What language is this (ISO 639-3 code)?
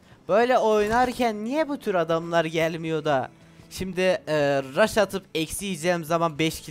tur